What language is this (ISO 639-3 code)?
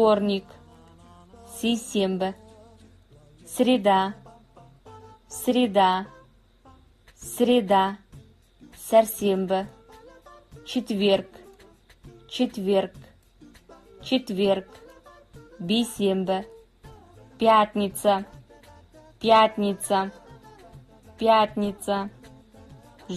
kaz